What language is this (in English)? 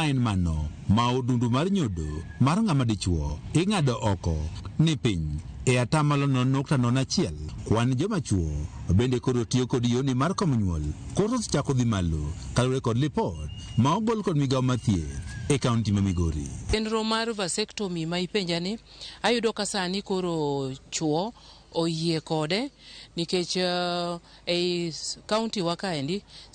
Luo (Kenya and Tanzania)